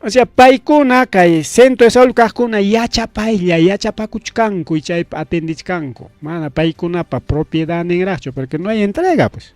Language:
Ayacucho Quechua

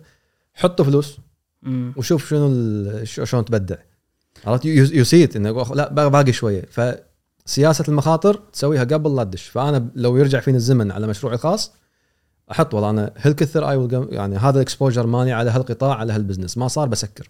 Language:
Gulf Arabic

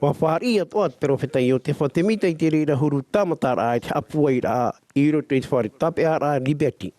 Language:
Tahitian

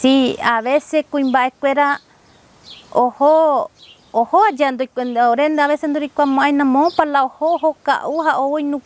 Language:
Guarani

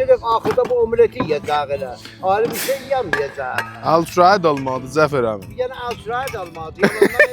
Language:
South Azerbaijani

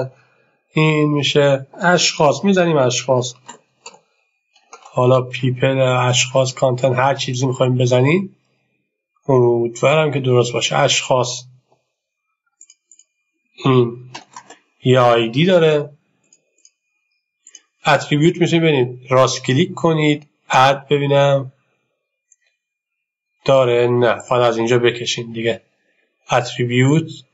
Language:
Persian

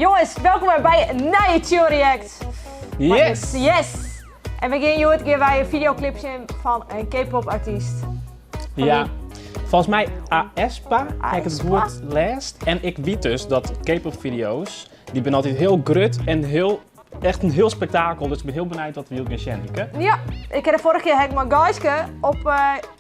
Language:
Western Frisian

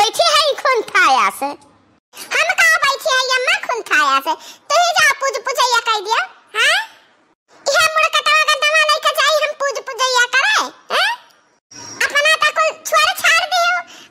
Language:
Awadhi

